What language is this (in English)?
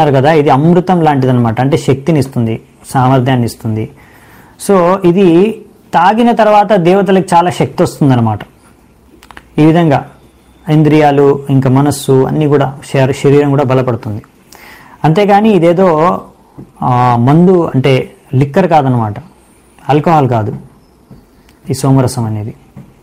Telugu